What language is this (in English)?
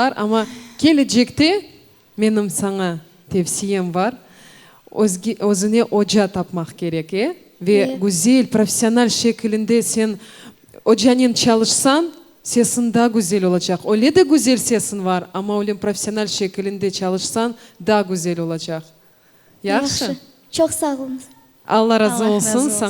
Crimean Tatar